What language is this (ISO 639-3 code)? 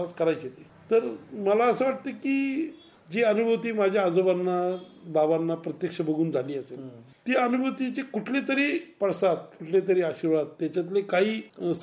mar